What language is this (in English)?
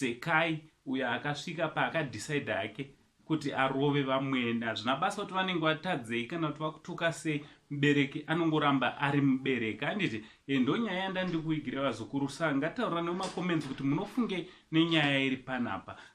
Shona